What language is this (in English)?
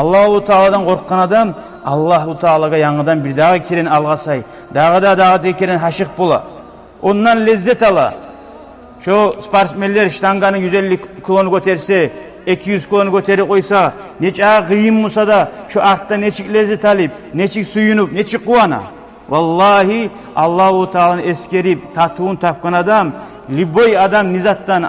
Kumyk